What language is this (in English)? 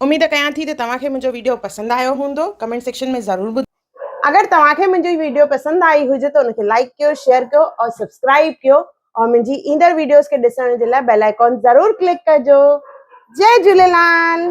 Sindhi